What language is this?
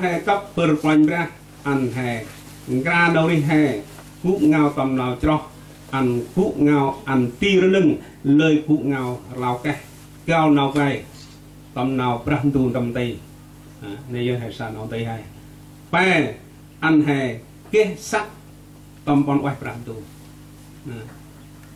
Central Mnong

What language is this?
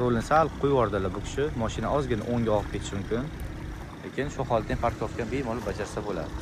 Uzbek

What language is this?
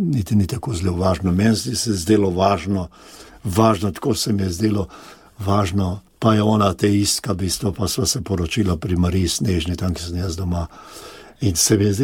Slovenian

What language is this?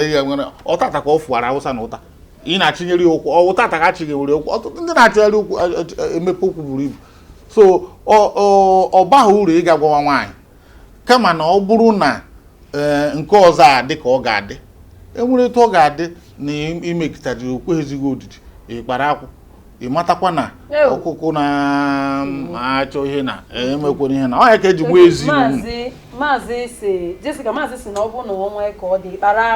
Igbo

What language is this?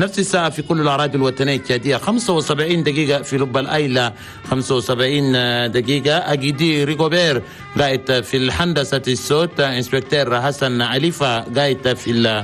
Chadian Arabic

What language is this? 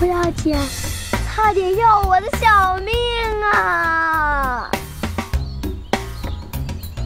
Chinese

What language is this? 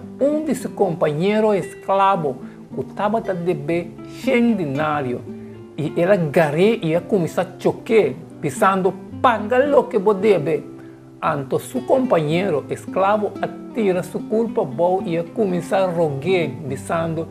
Papiamento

